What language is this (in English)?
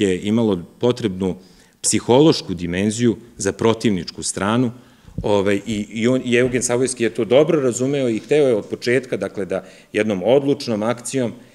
Serbian